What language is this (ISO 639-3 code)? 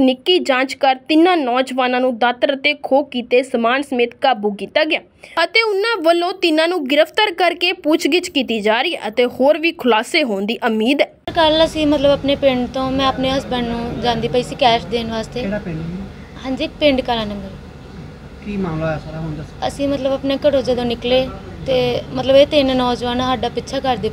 pan